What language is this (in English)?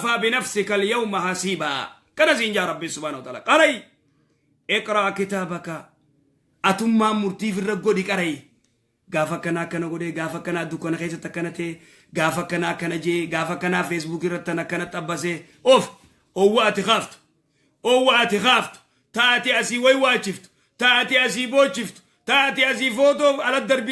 Oromo